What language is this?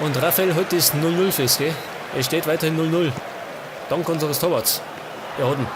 Bavarian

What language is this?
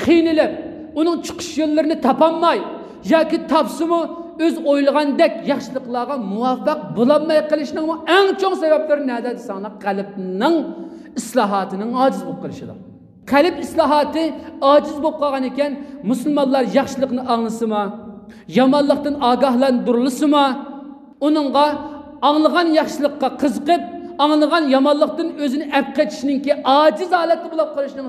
Uyghur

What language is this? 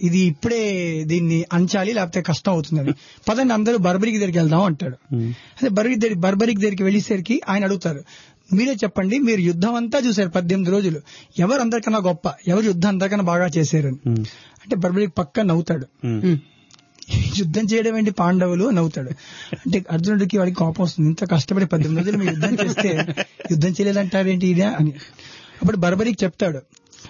Telugu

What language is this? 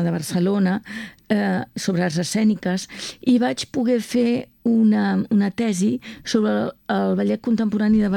Catalan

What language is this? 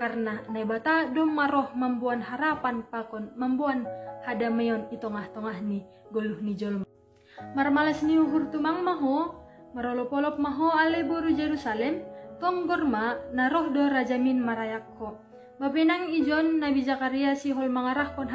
Batak Simalungun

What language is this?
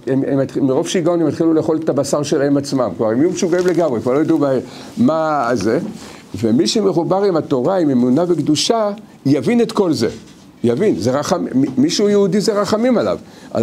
Hebrew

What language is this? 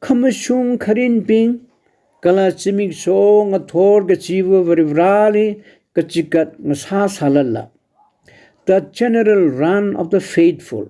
Tangkhul Naga (India)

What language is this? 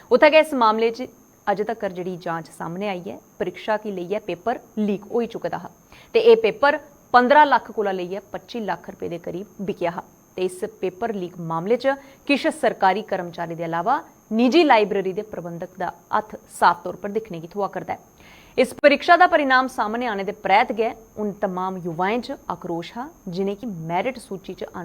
Dogri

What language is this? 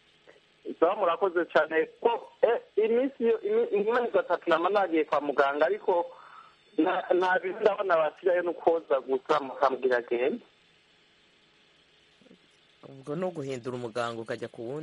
Kinyarwanda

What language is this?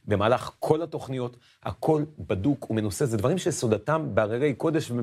Hebrew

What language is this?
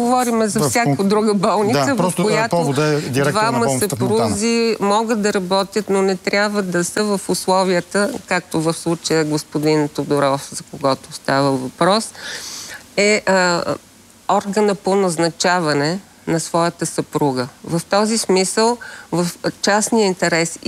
Bulgarian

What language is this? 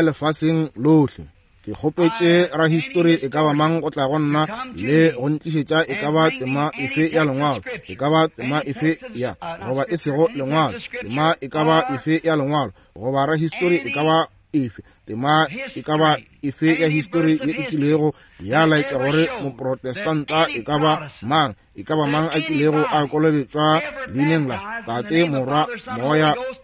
Northern Sotho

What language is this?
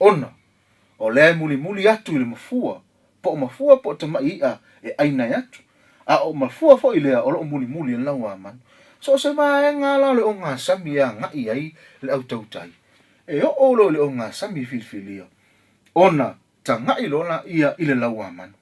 Samoan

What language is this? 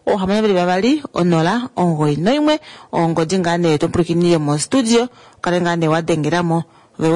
Kuanyama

